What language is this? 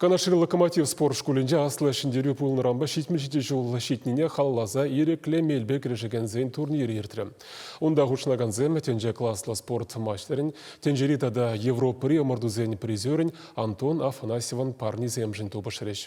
Chuvash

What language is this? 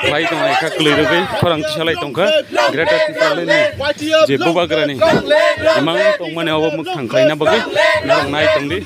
Kok Borok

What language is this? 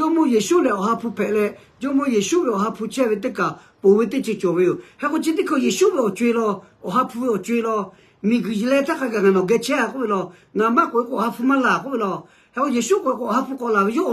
Lahu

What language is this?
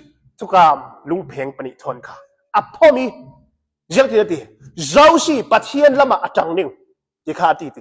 Hakha Chin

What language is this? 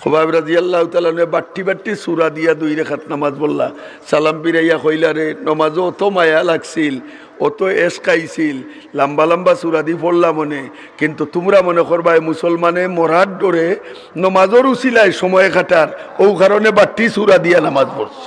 Sylheti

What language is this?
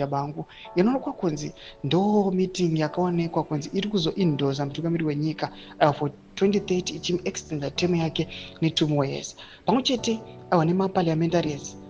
Shona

